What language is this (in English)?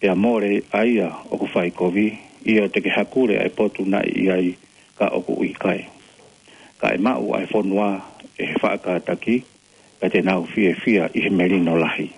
Tongan